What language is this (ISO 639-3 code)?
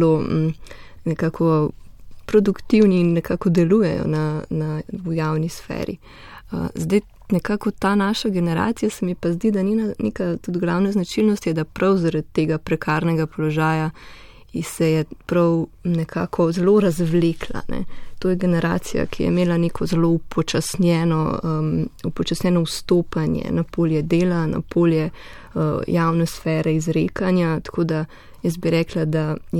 slv